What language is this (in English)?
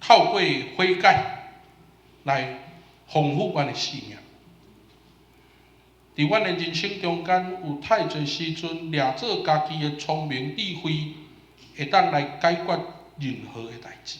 Min Nan Chinese